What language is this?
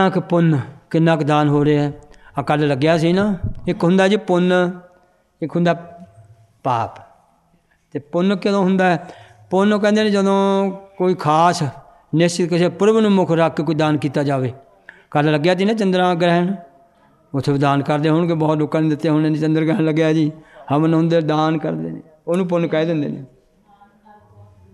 Punjabi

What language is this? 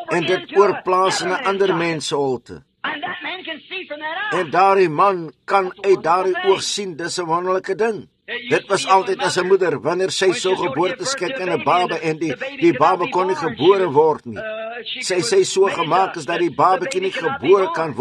Afrikaans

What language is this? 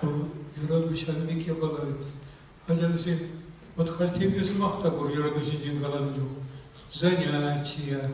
Chuvash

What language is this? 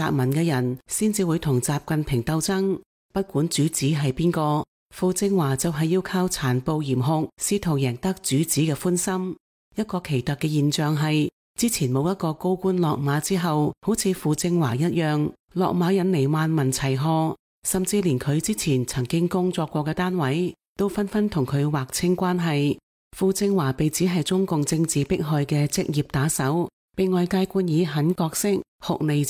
Cantonese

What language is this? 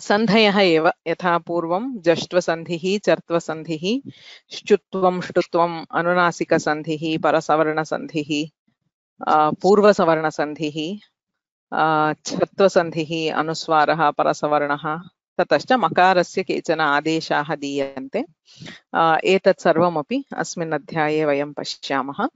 Sanskrit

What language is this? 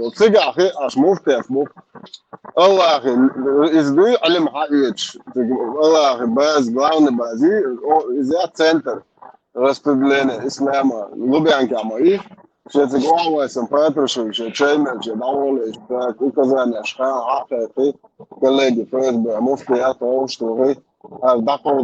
Chechen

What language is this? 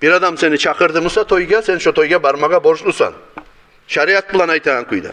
Kumyk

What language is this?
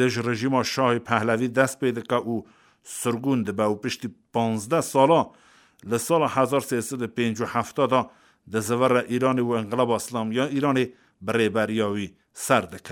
Kurdish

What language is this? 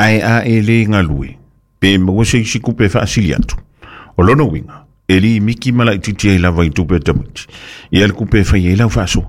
Samoan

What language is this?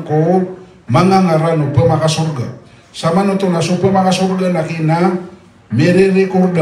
Maranao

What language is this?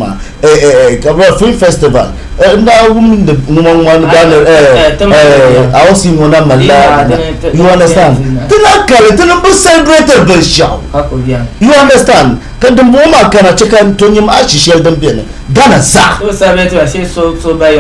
Dagbani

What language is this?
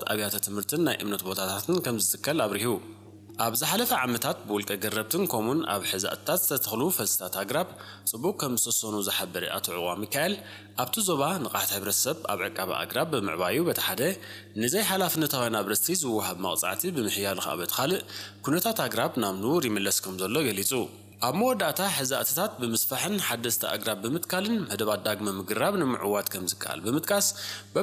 Tigrinya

